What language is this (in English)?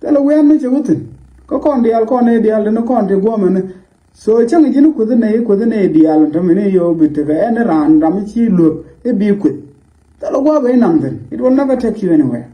Nuer